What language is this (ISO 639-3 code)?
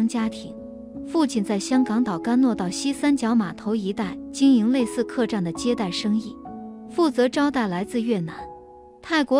zho